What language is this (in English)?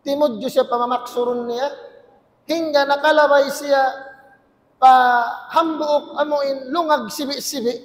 Tausug